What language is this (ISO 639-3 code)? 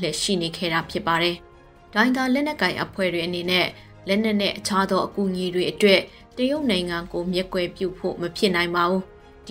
mya